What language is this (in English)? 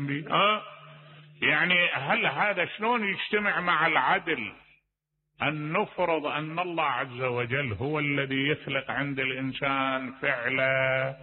Mesopotamian Arabic